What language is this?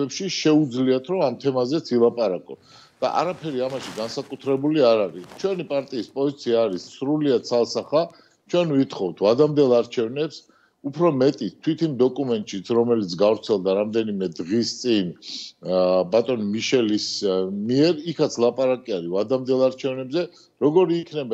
Georgian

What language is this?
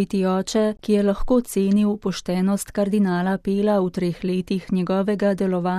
Slovenian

